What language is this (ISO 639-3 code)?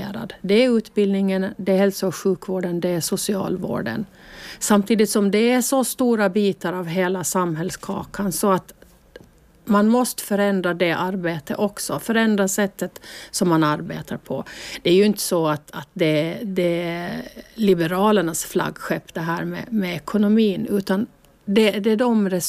swe